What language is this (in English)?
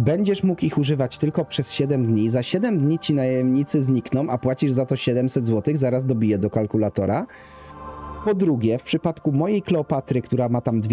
Polish